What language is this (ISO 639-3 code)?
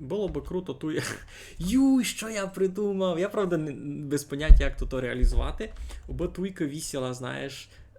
rue